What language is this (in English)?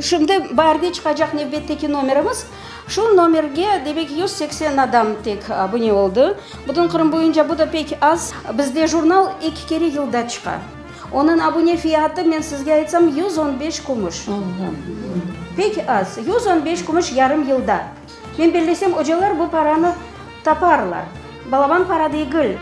Crimean Tatar